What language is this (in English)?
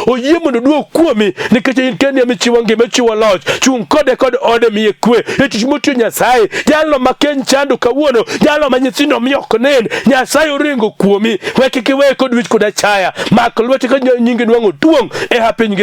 Luo (Kenya and Tanzania)